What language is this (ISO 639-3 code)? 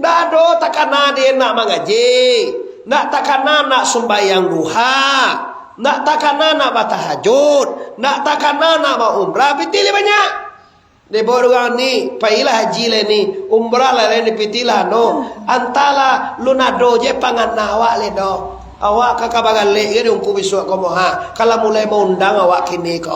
min